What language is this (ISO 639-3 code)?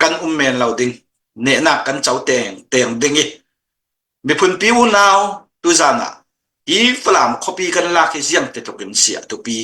cfm